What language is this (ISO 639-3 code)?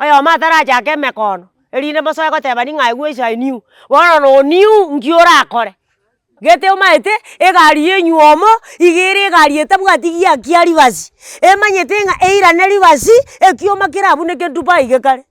guz